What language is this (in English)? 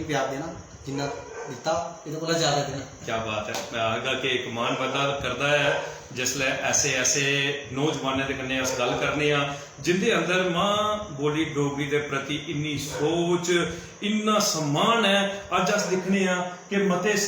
Dogri